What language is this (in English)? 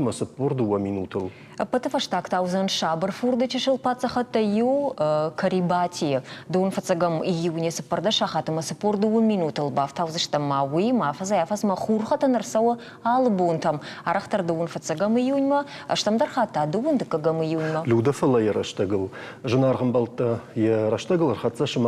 Ossetic